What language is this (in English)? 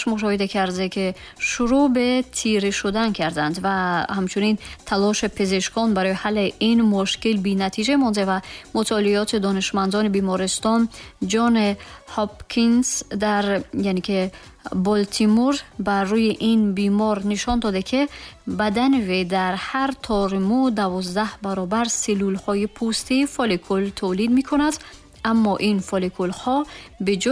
Persian